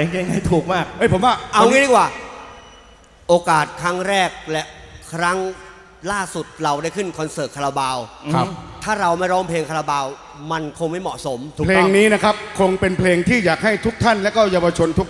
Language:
Thai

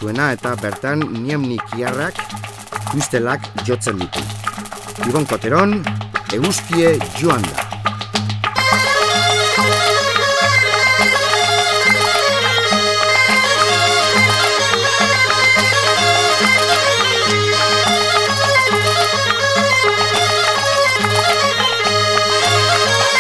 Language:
Basque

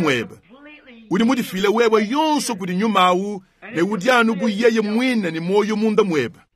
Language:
Luba-Lulua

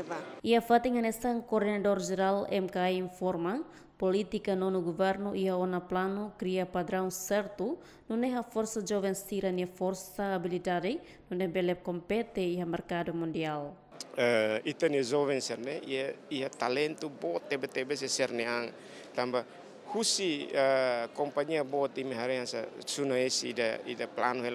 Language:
Tetum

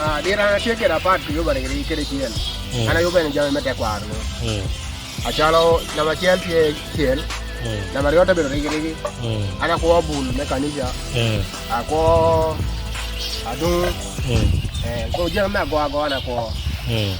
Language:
Acoli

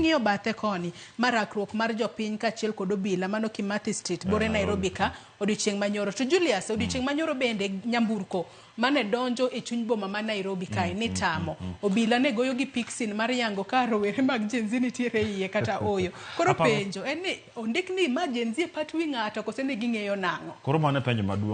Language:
Luo (Kenya and Tanzania)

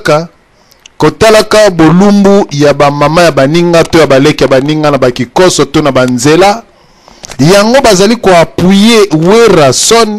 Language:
Lingala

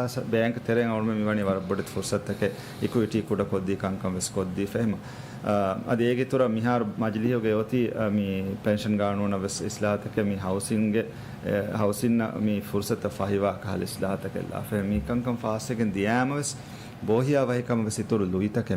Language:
Divehi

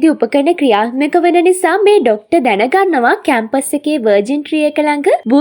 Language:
Sinhala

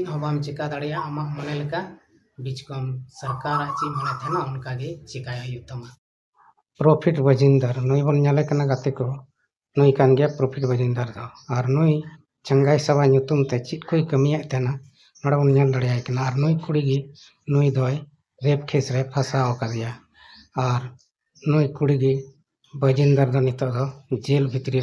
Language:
Santali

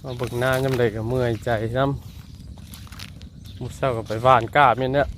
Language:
Northeastern Thai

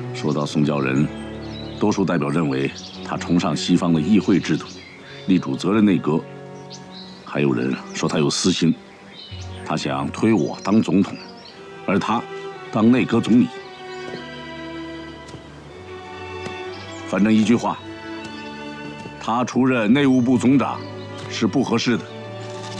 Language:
Chinese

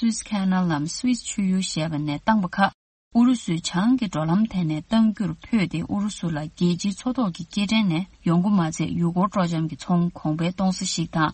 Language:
Tibetan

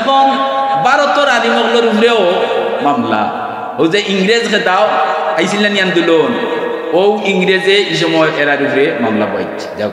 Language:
Sylheti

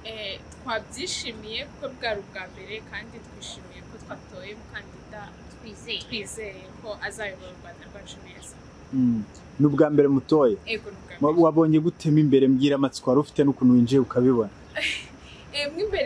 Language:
Kinyarwanda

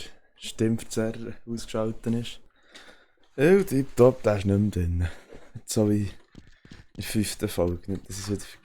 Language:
Swiss German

